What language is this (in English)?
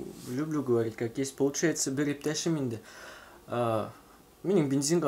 Bashkir